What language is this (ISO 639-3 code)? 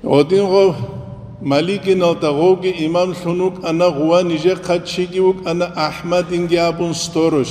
ava